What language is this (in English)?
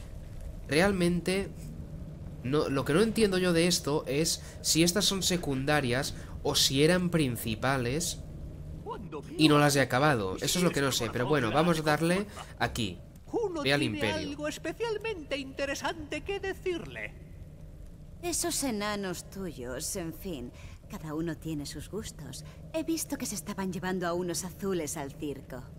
Spanish